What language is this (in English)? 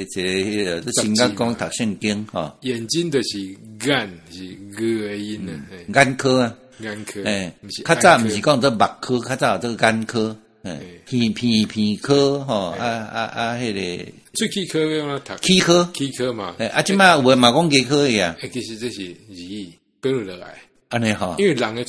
Min Nan Chinese